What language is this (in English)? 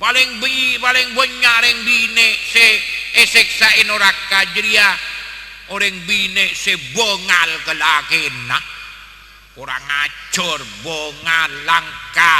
Madurese